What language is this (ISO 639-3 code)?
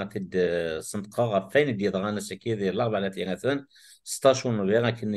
kab